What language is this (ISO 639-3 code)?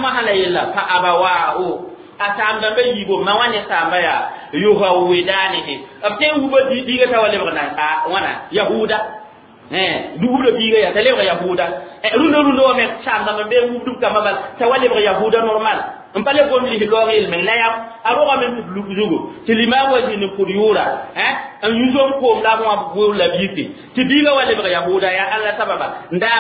mos